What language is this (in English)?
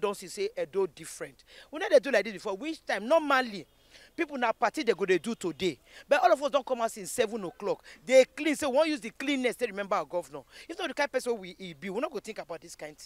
Nigerian Pidgin